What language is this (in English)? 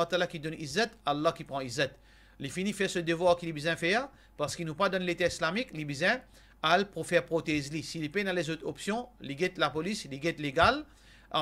Morisyen